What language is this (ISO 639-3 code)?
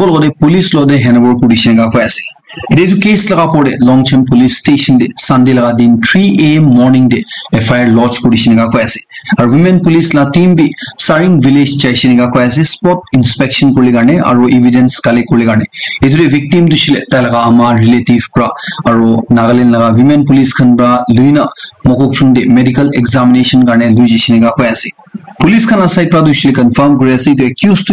nag